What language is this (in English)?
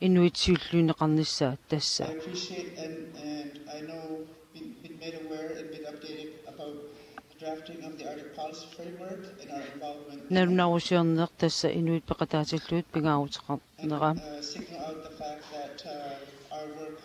Kalaallisut